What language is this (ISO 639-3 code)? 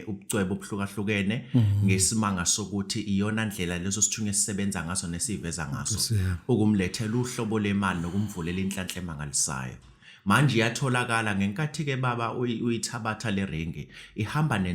zul